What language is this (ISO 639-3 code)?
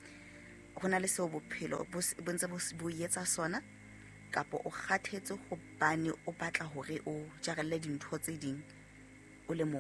sot